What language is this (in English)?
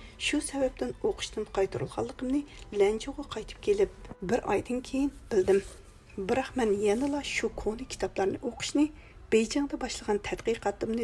Uyghur